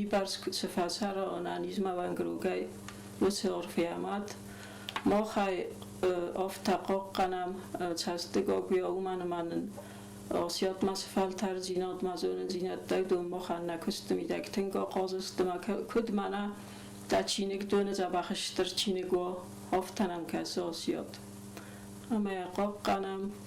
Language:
Ossetic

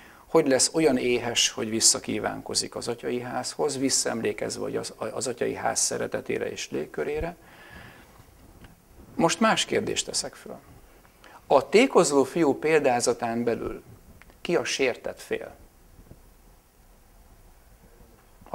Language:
Hungarian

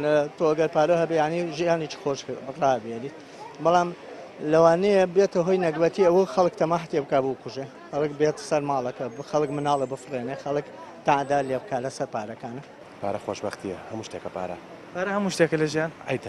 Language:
Central Kurdish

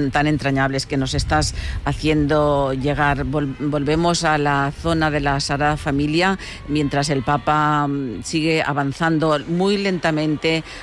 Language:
Spanish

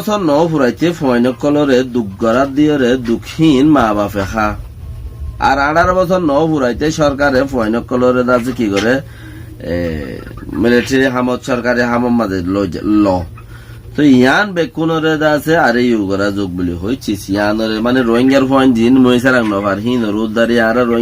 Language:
Rohingya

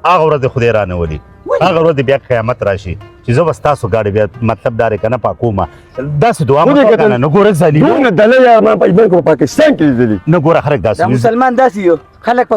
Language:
Pashto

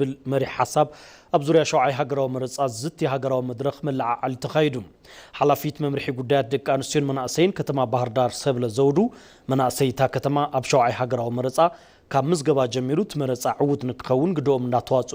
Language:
Tigrinya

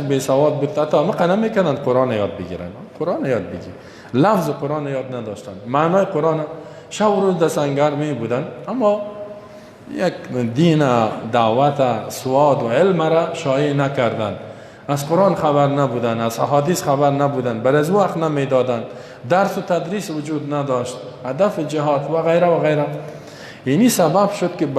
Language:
Persian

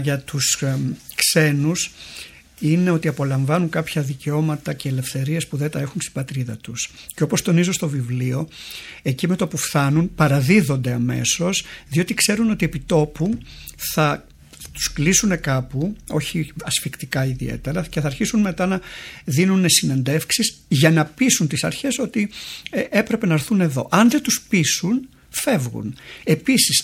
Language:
Greek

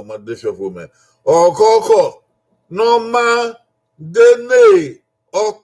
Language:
Bini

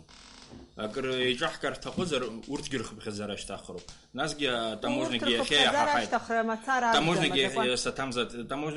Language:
Abkhazian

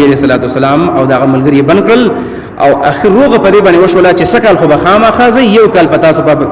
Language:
Pashto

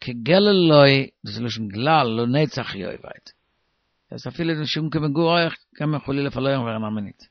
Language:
Yiddish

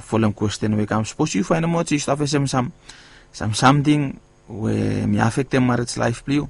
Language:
Bislama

